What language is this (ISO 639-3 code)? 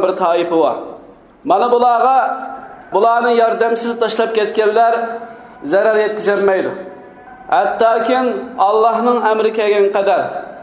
uig